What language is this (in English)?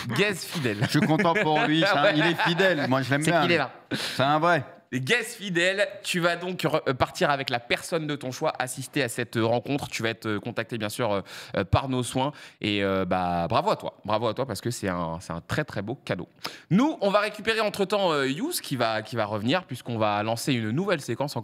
French